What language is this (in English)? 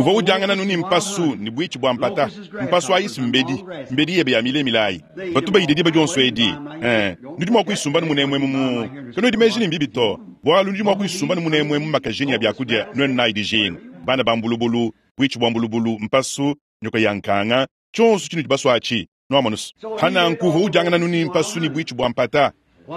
Luba-Lulua